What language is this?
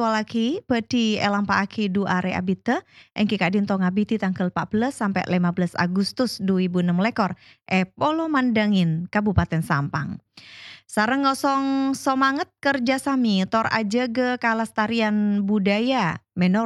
Madurese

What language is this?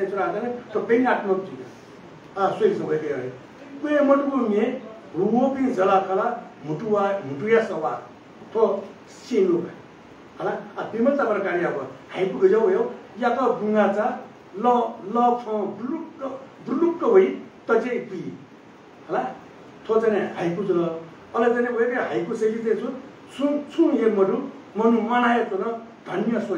Newari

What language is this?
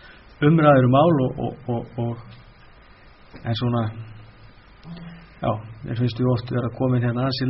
Icelandic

